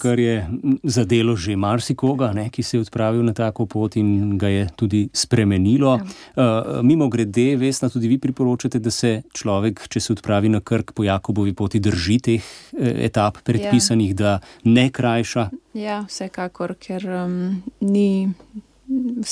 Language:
Slovenian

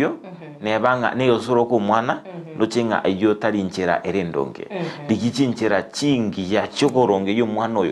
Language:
Gusii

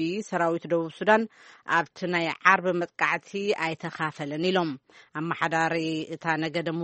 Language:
Tigrinya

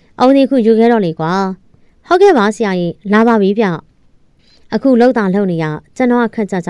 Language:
Burmese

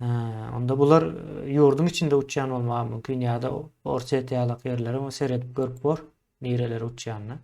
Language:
Turkmen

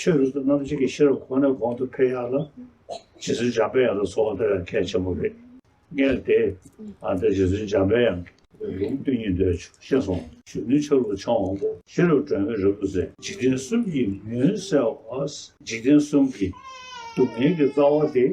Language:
Tibetan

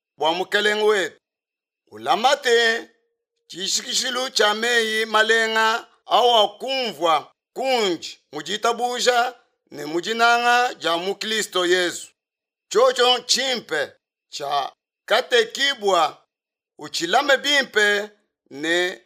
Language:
Luba-Lulua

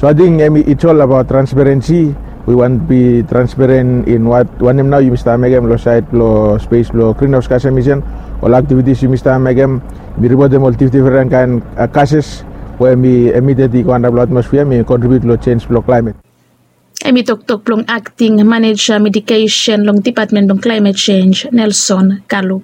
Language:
Bislama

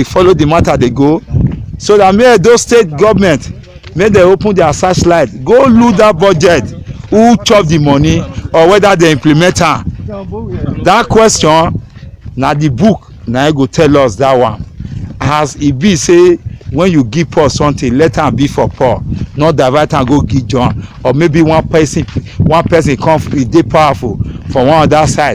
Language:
Nigerian Pidgin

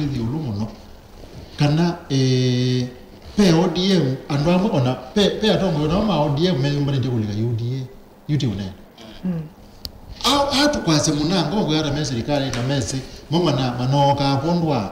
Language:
Kamba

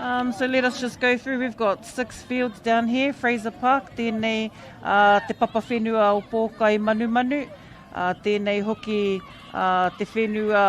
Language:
Māori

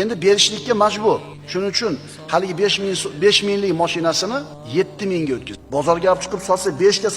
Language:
Uzbek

